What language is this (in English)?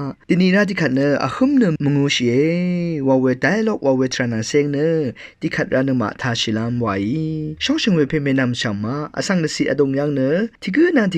Rawang